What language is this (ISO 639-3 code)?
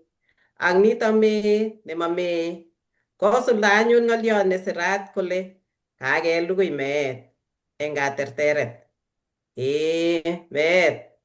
kln